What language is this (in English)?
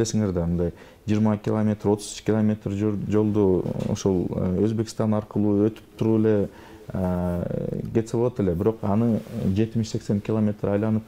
Kyrgyz